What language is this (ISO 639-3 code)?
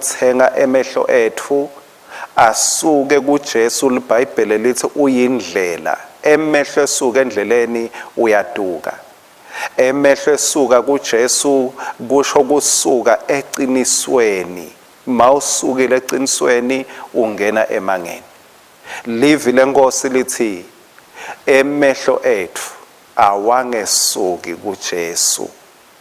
ssw